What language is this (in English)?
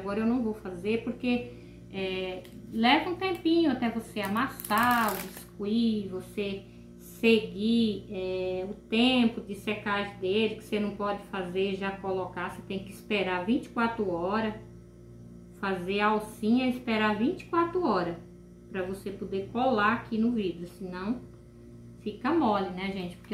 Portuguese